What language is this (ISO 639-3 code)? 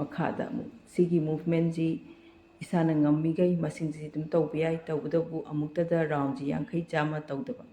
mni